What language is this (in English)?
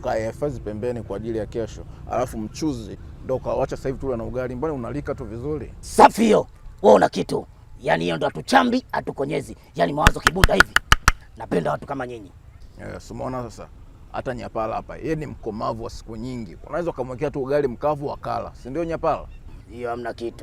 Swahili